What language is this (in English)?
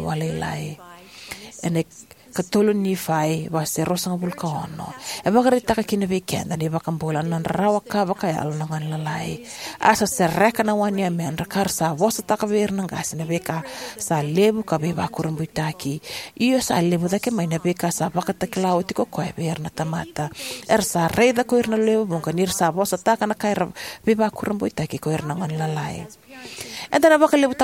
Fijian